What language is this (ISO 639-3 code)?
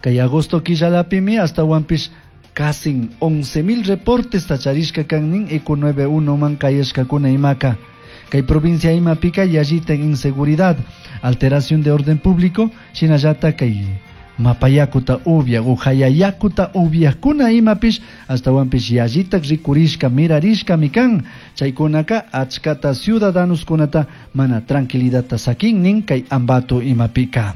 qug